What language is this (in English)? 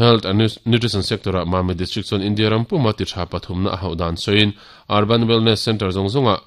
Mizo